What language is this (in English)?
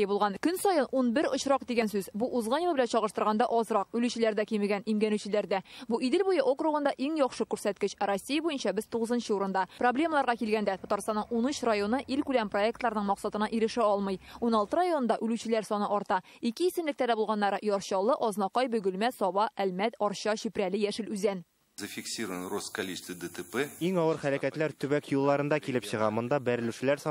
Tatar